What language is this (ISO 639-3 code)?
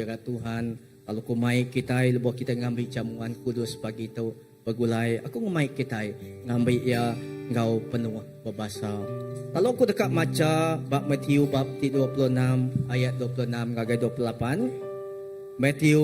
iba